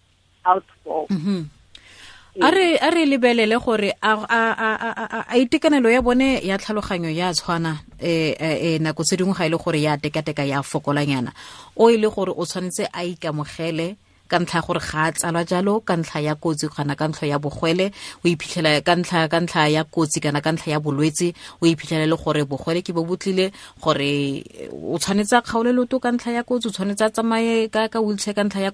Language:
Tswana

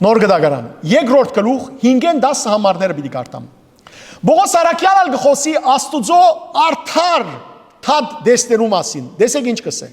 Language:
Western Armenian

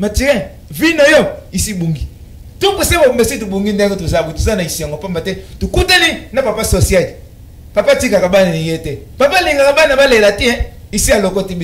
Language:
Lingala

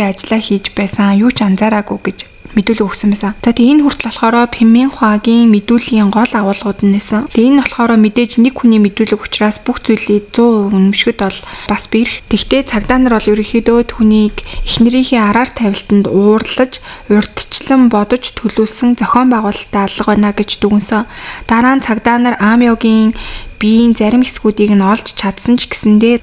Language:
Mongolian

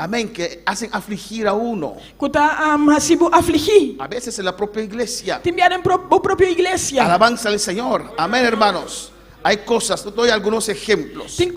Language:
Papiamento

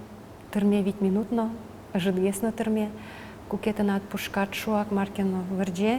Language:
Udmurt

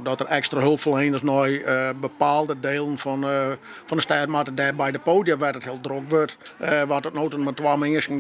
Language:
Western Frisian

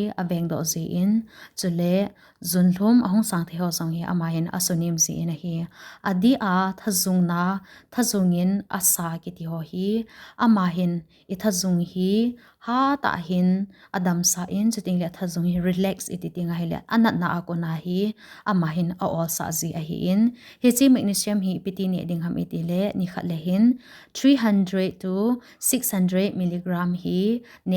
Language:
Thado Chin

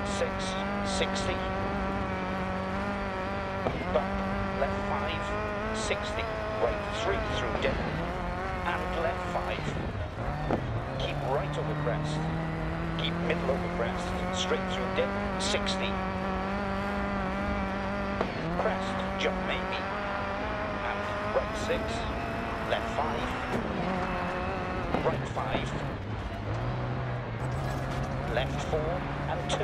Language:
English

